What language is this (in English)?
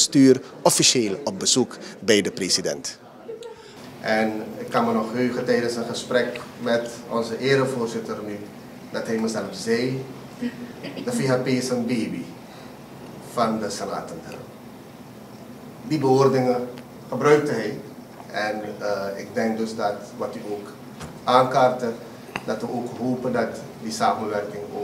Dutch